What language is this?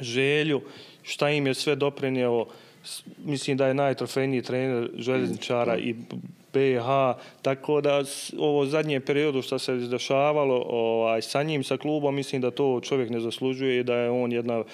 Bosnian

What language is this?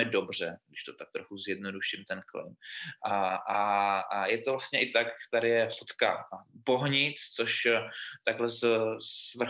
Czech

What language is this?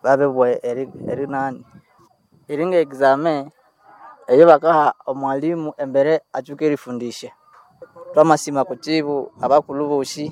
Nande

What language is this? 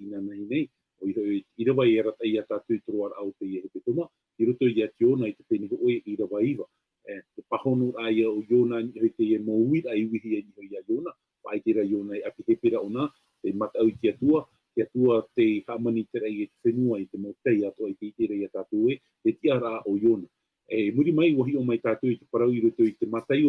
Tahitian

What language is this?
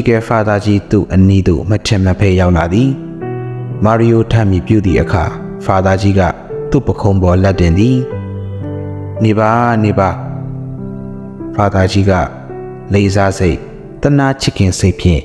Burmese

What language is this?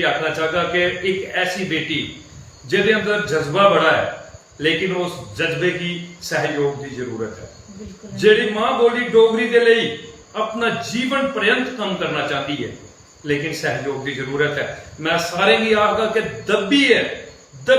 Dogri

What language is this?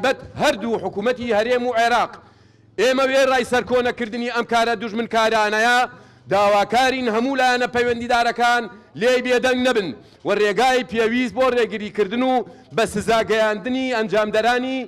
Central Kurdish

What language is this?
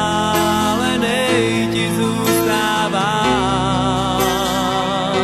Czech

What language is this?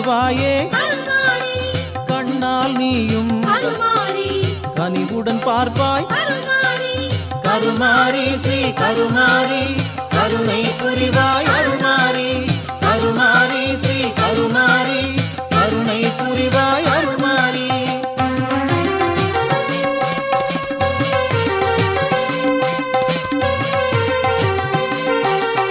Tamil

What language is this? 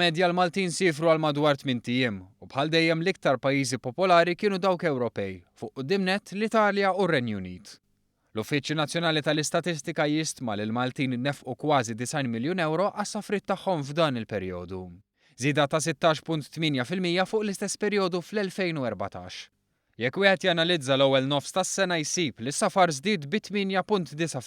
Maltese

